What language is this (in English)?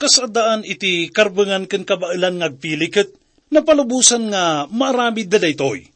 Iloko